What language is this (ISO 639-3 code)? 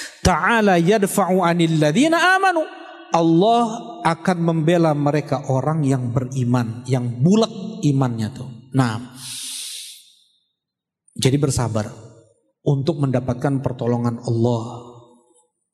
ind